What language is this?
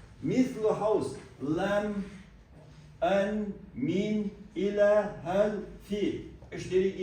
Chechen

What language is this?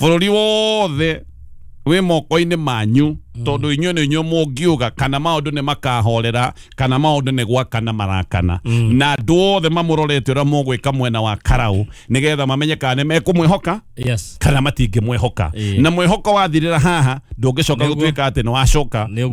Kikuyu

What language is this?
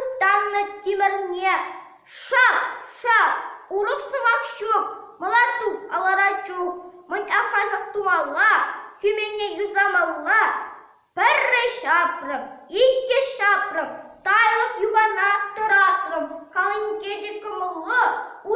Chuvash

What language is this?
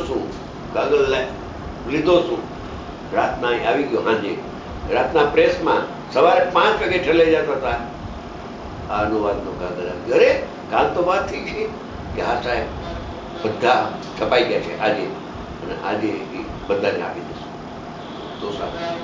Gujarati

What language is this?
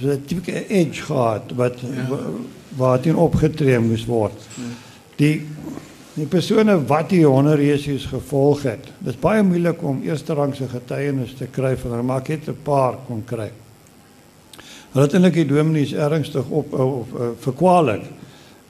Afrikaans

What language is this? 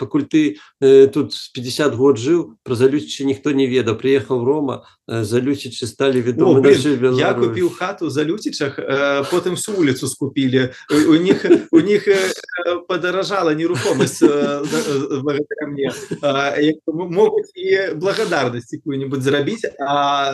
Belarusian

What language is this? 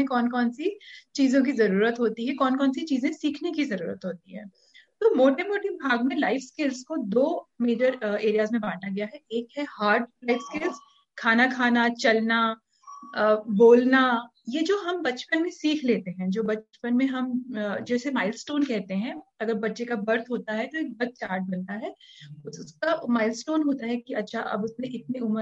Hindi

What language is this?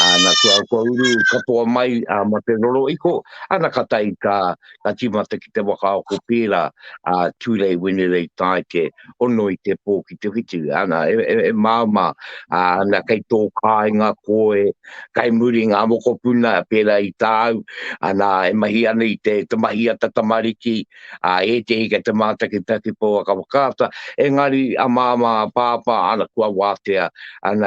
Māori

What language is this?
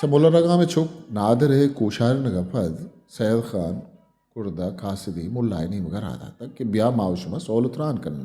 Eastern Balochi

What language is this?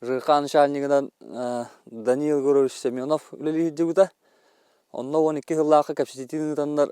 Yakut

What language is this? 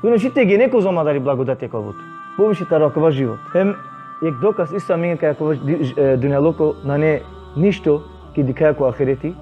Balkan Romani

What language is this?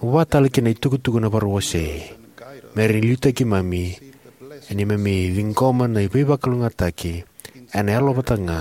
Fijian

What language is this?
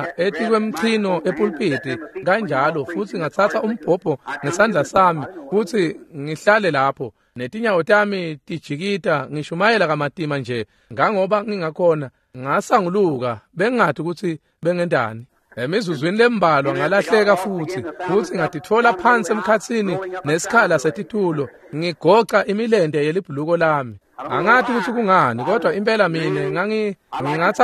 Swati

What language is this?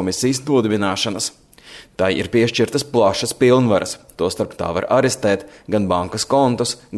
Latvian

